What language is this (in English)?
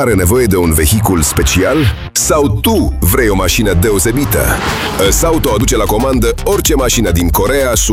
Romanian